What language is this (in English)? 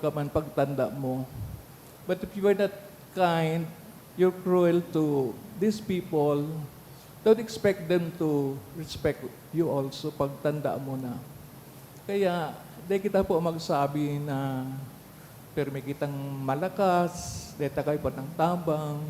Bikol